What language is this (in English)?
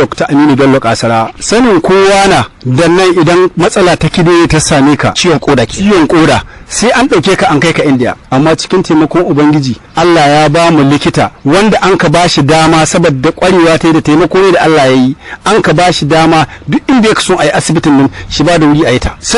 Hausa